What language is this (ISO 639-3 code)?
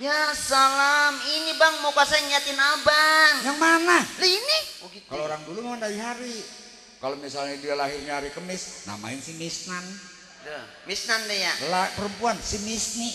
bew